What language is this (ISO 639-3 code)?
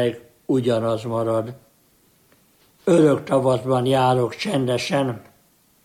hun